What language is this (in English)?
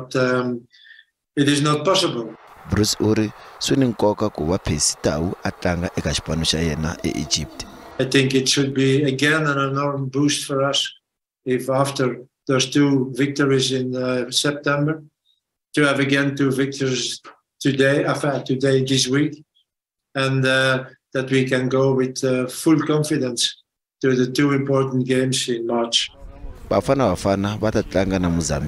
Tsonga